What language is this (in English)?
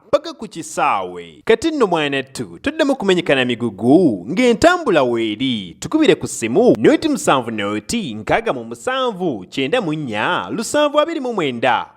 Ganda